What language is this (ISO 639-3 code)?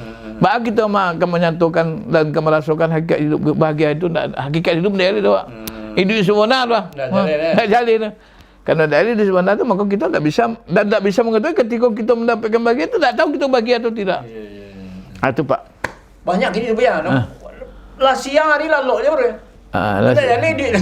min